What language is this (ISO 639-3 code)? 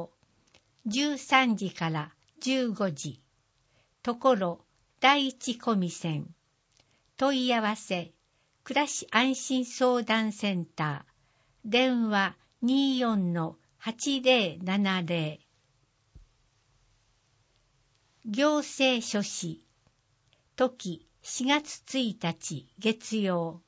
jpn